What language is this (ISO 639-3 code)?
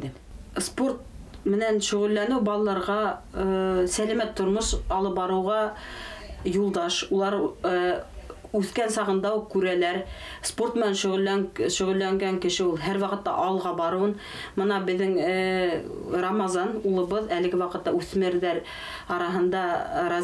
bak